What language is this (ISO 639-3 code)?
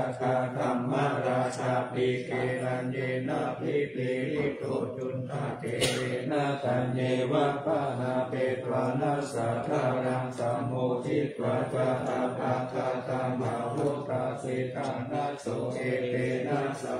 pli